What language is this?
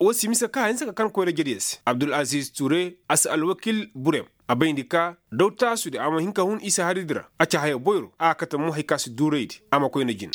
Koyraboro Senni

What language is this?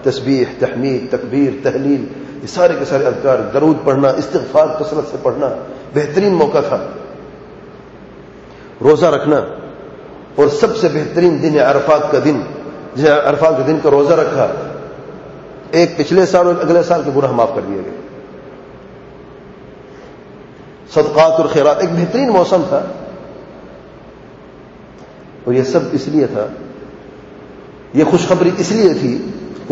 Urdu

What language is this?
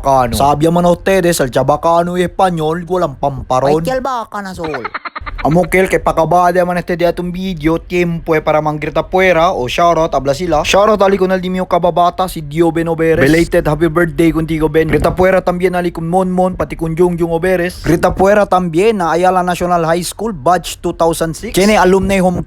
Chavacano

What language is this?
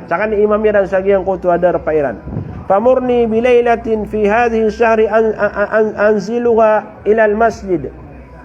Maranao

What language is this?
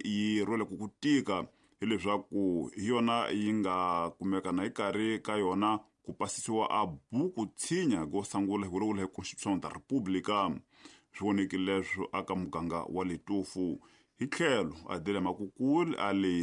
Tsonga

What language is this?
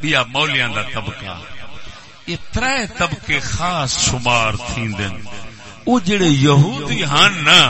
Saraiki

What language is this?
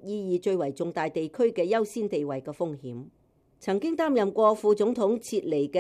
Cantonese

